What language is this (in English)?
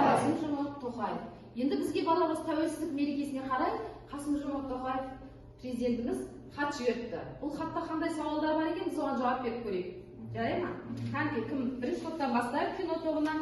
Kazakh